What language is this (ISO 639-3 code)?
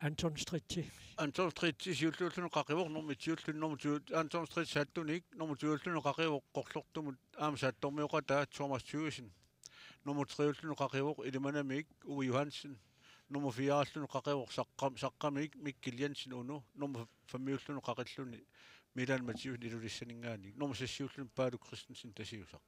kal